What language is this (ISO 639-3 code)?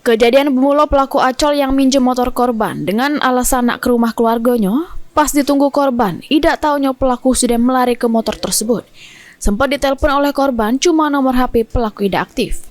mui